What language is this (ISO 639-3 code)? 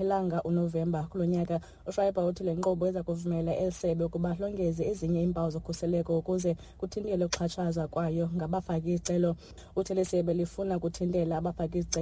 xho